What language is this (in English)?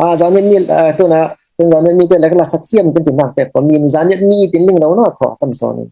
Falam Chin